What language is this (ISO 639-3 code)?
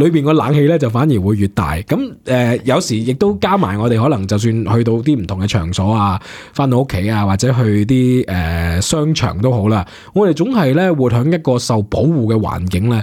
yue